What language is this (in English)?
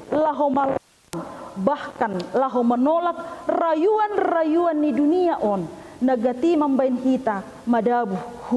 Batak Simalungun